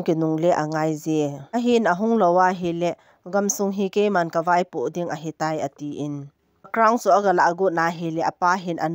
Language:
Thado Chin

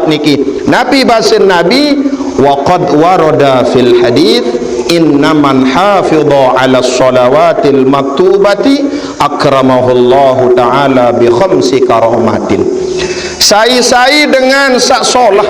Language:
Sasak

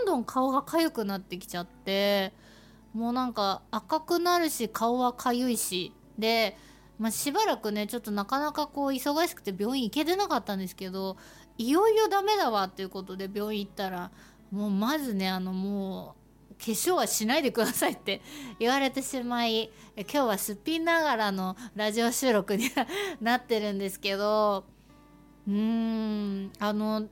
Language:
Japanese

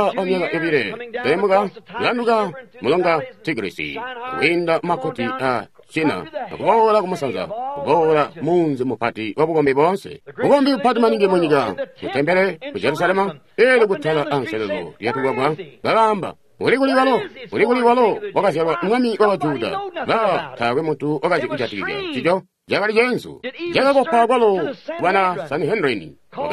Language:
Tonga (Zambia)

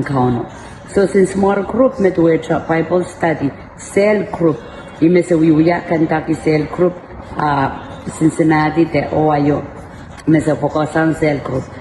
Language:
Pohnpeian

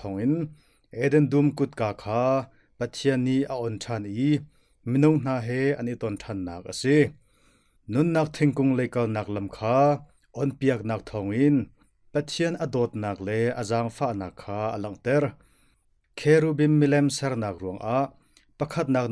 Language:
Hakha Chin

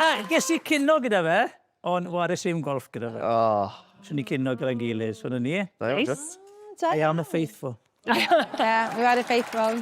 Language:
Welsh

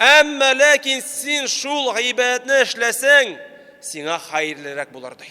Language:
Tatar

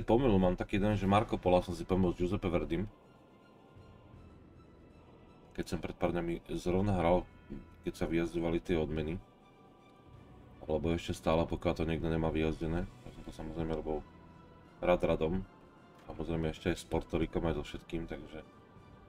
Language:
Slovak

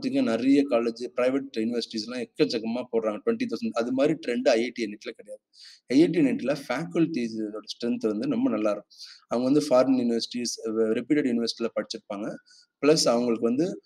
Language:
Tamil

